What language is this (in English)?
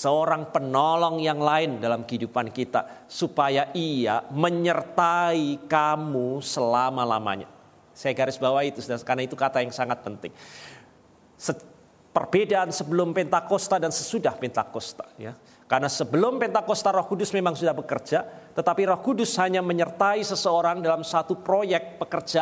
Indonesian